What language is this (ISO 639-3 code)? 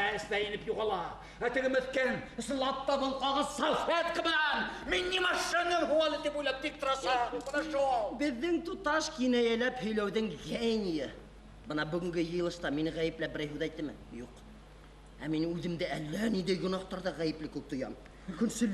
bak